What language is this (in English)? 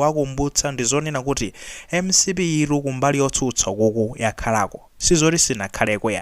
Nyanja